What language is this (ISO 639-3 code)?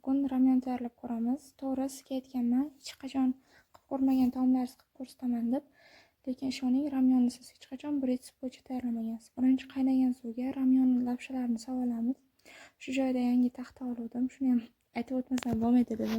uzb